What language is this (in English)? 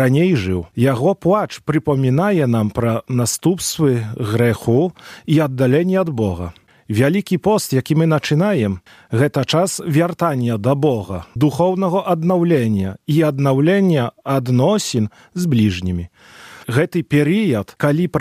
Belarusian